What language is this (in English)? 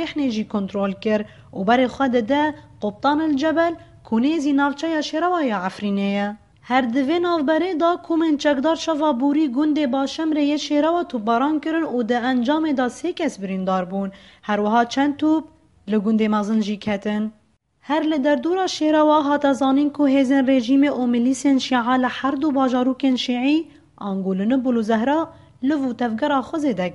Kurdish